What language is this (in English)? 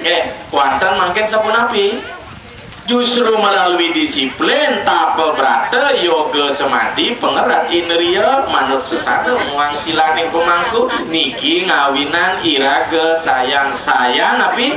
Balinese